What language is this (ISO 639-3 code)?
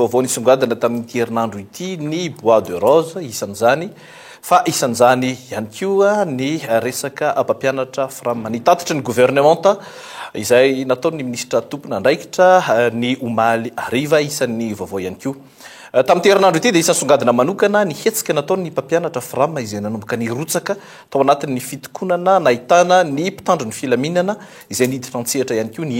mlg